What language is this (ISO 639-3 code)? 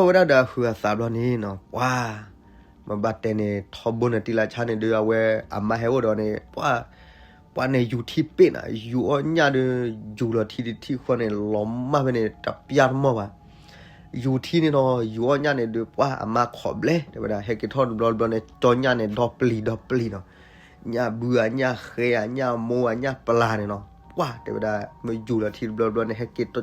ksw